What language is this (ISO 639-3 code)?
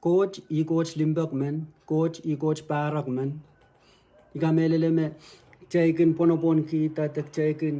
pon